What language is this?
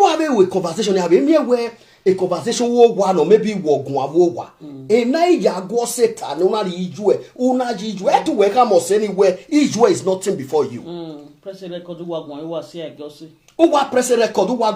Nigerian Pidgin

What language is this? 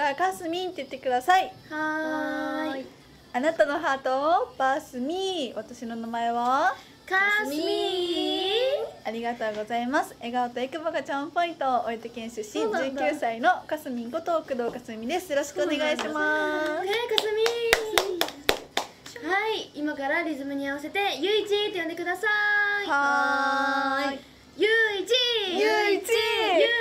Japanese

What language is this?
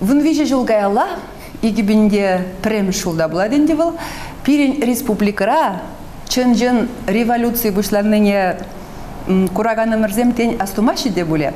Chuvash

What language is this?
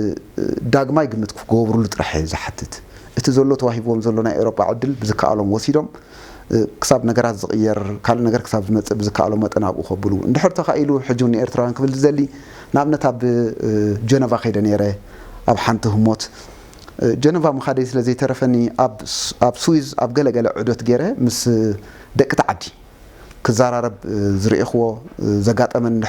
Tigrinya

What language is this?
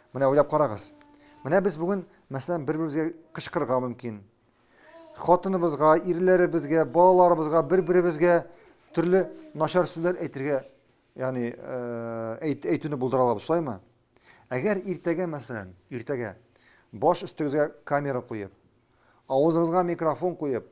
Tatar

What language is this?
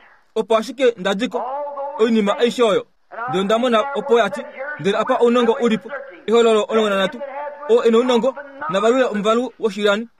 Kuanyama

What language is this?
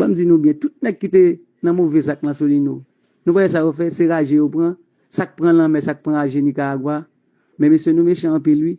Haitian Creole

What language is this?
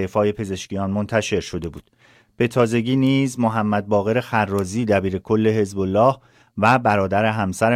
Persian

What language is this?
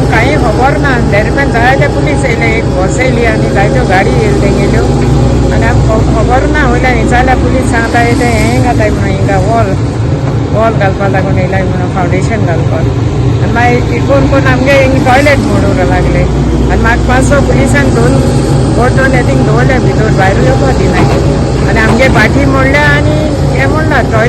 Konkani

